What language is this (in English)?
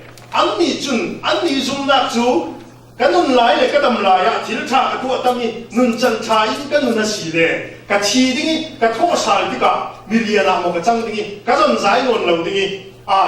Falam Chin